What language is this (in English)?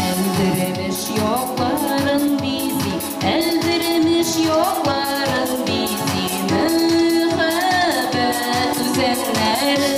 Bashkir